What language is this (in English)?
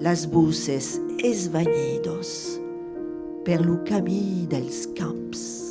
Occitan